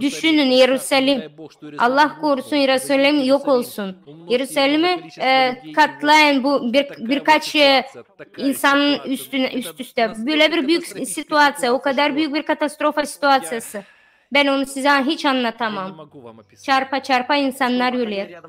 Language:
Gagauz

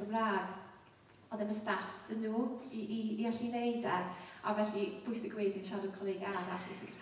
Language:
Welsh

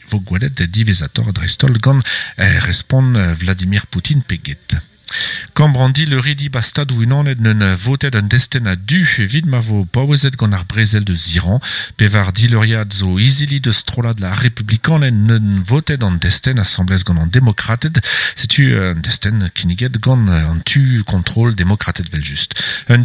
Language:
Breton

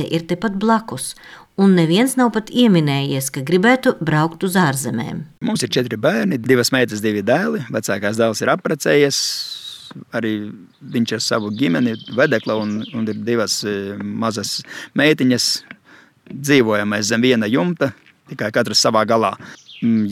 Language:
Latvian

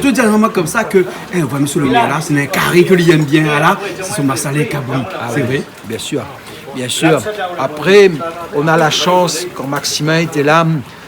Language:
Réunion Creole French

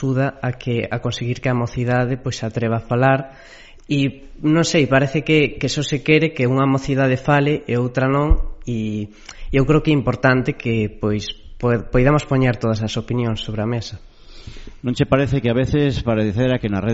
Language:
Galician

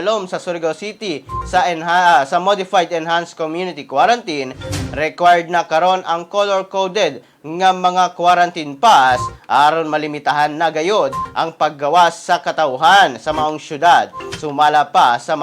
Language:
Cebuano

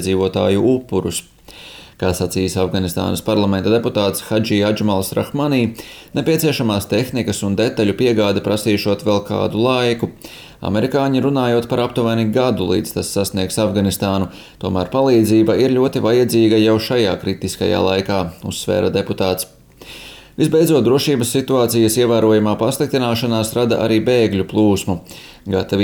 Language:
Latvian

